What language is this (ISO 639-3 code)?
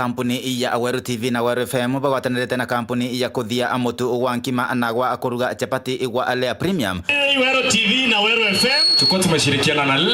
mer